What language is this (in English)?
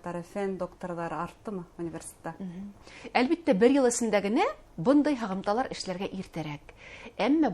Bashkir